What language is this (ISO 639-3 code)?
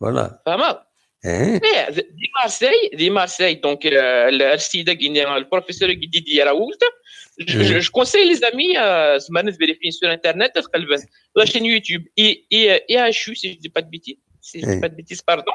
kab